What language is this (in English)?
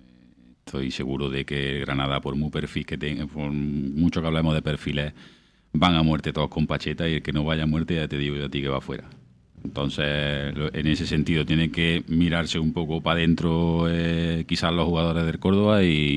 Spanish